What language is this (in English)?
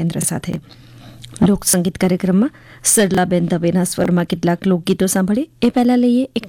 Gujarati